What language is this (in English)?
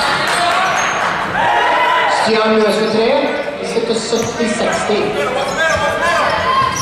Norwegian